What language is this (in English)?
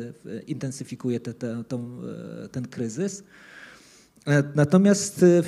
Polish